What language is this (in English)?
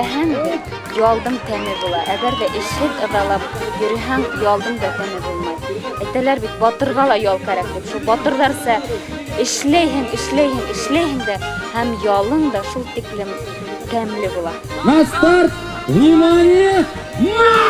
Bashkir